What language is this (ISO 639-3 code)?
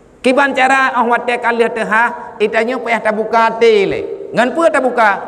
ace